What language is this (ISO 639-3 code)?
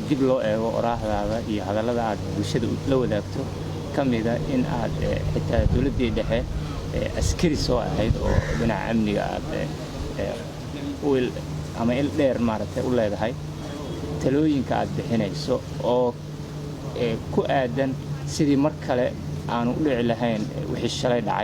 som